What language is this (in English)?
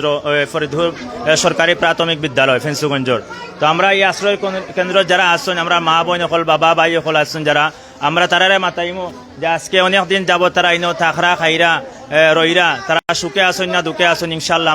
Sylheti